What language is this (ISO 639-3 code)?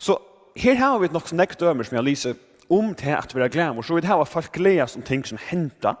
fao